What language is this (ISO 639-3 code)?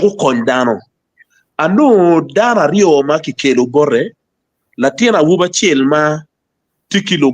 ach